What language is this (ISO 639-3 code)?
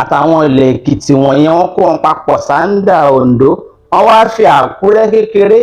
yor